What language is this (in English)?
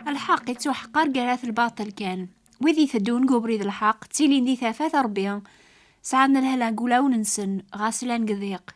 Kabyle